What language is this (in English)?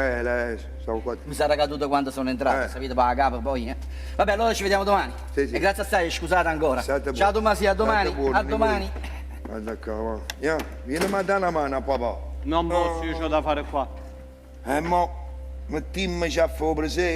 Neapolitan